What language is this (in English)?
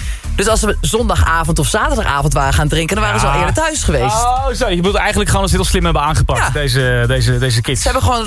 Dutch